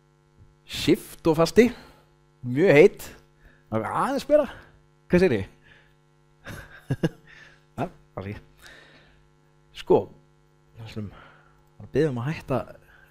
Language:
Icelandic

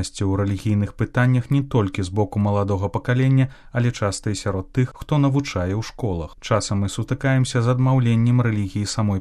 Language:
Belarusian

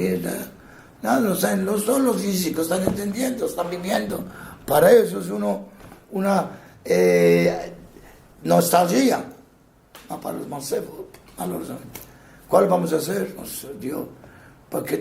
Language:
Ladino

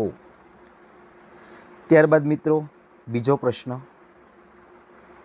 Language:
Gujarati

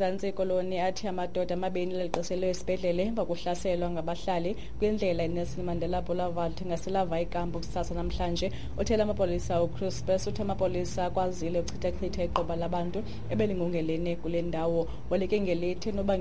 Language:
Xhosa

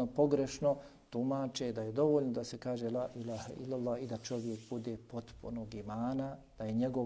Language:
Bosnian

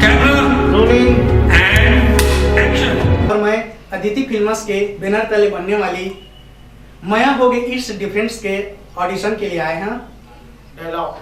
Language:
Chhattisgarhi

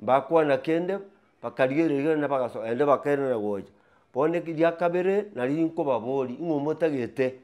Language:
Gusii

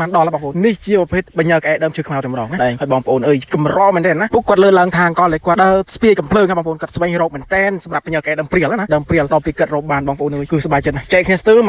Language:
Khmer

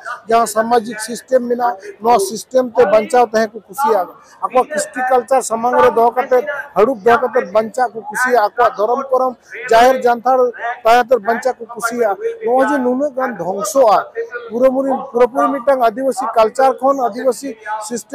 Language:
Santali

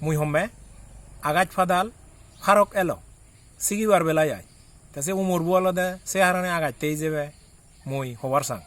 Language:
Chakma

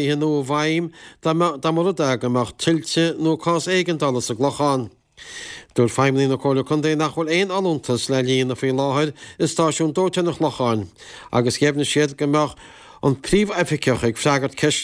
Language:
Irish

